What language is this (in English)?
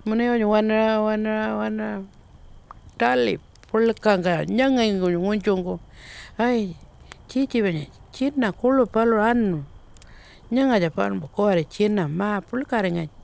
Pitjantjatjara